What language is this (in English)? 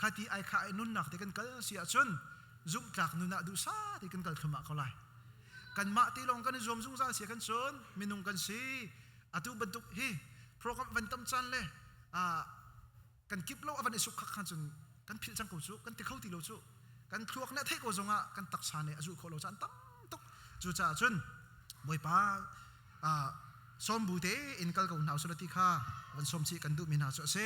Hakha Chin